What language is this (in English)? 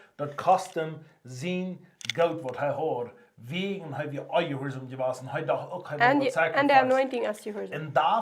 Plautdietsch